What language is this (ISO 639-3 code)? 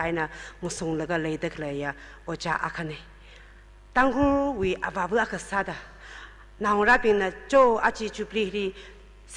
nmf